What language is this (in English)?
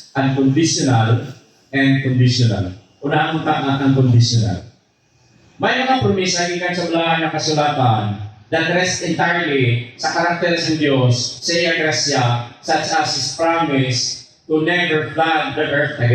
Hiligaynon